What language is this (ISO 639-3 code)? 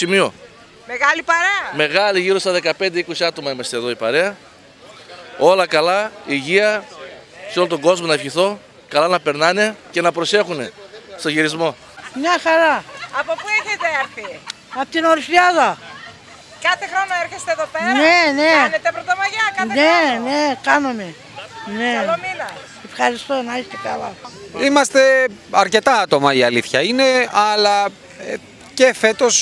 ell